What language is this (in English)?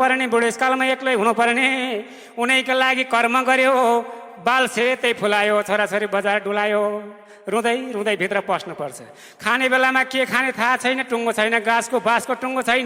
Nepali